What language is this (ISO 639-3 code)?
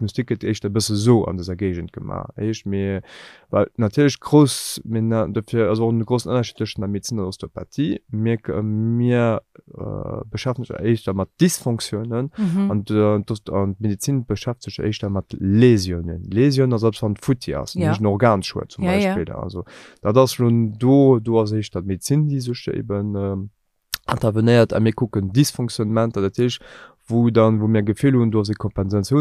ltz